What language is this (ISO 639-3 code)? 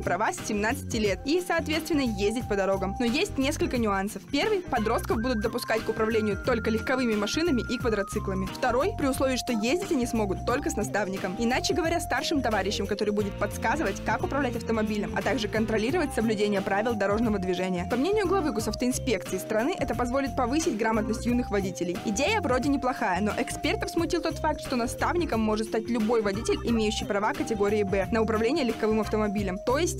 rus